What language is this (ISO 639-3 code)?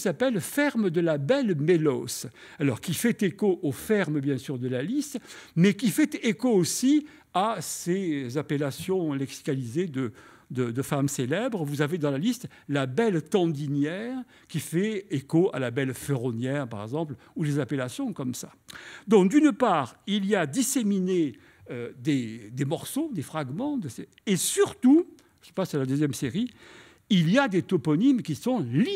fra